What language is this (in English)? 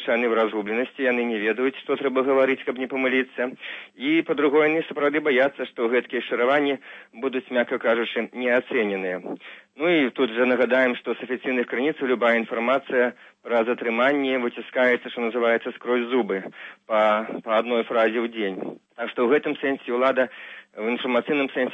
Belarusian